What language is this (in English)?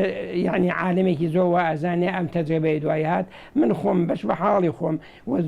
Central Kurdish